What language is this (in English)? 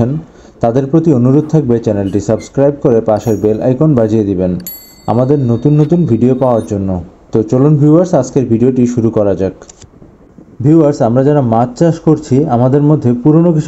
Bangla